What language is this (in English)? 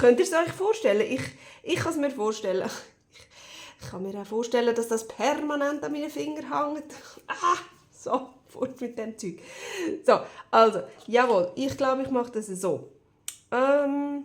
Swiss German